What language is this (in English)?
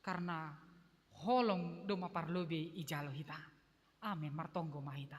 Batak Simalungun